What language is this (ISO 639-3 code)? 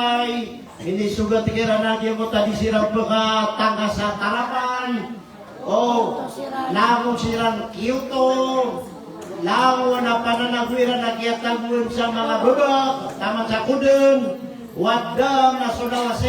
mrw